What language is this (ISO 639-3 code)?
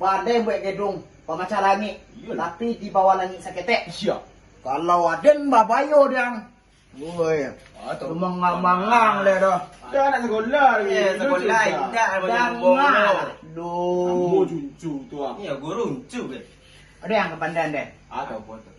min